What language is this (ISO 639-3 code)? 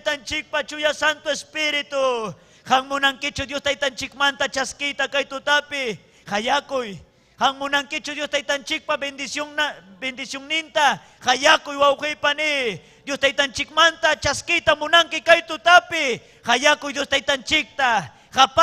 quy